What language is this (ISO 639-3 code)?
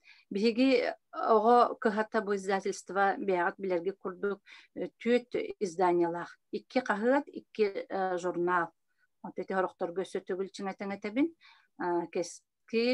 sah